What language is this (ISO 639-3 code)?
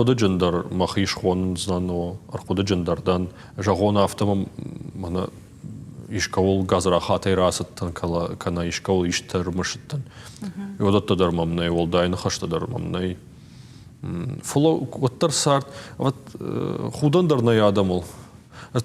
oss